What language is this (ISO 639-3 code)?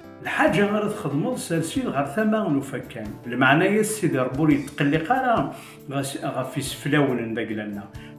kab